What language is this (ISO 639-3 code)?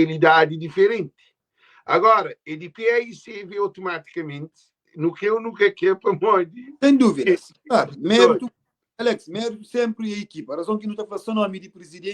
kea